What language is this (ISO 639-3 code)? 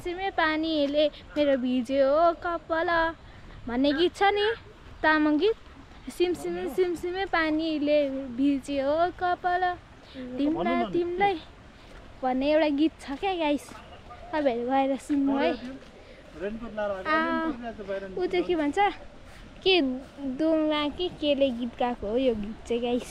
nep